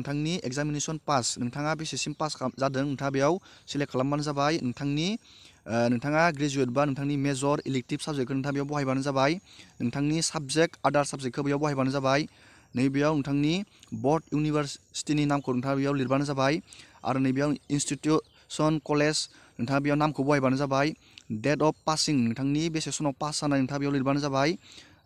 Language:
Bodo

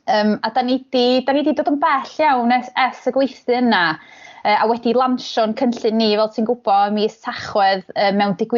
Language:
Welsh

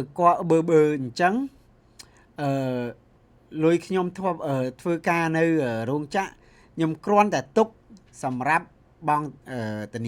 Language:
Khmer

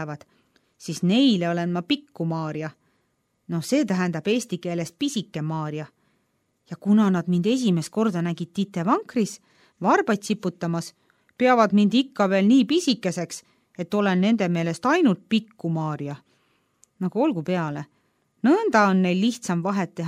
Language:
Estonian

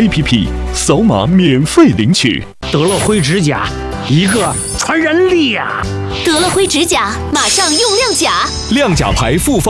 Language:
Chinese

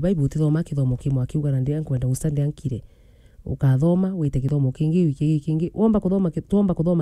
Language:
Meru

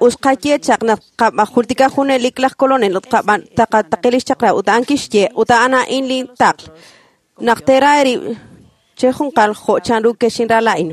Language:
Kekchí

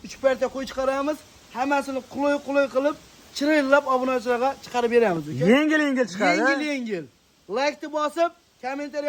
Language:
Uzbek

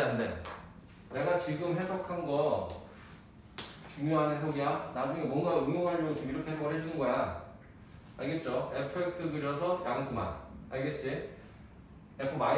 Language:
Korean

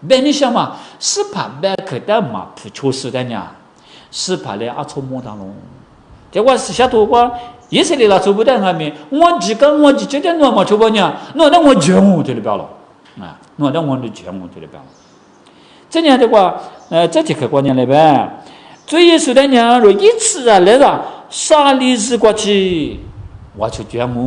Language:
Lisu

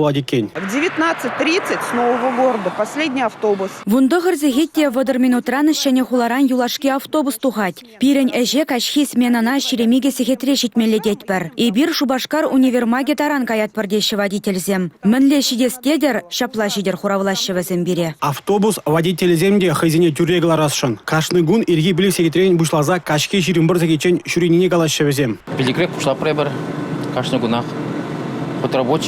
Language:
Chuvash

